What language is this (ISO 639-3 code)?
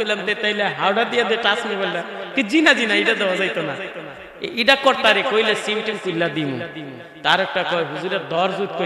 syl